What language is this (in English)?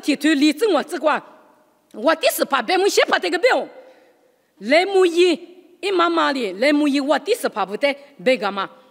Lisu